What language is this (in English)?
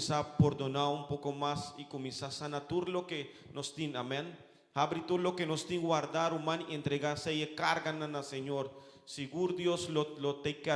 Papiamento